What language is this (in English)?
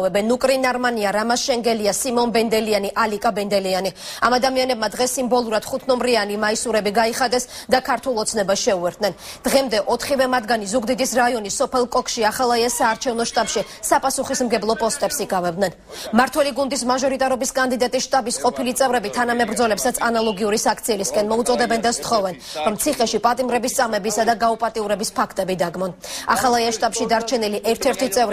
Georgian